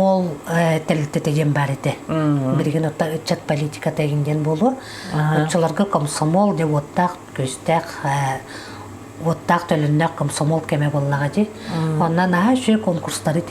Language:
Yakut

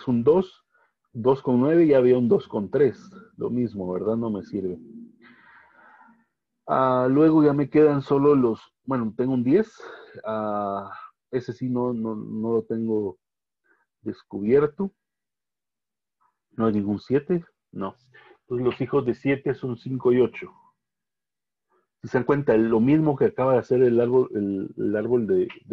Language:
Spanish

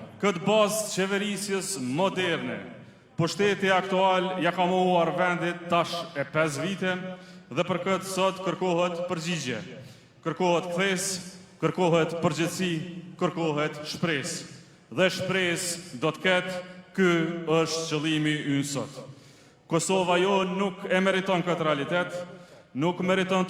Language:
Albanian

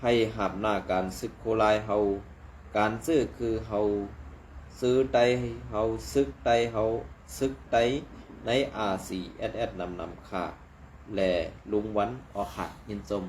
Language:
Shan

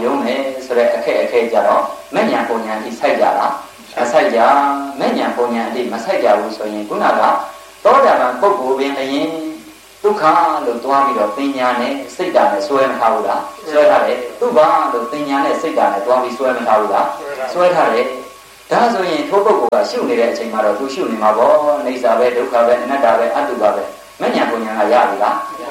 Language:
Burmese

